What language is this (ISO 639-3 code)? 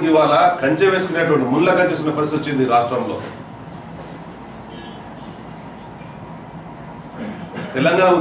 tel